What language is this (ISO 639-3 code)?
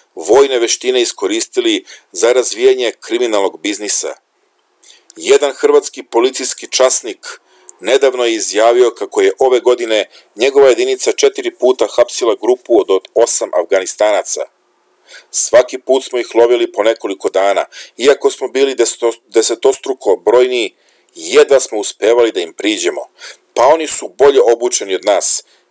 srp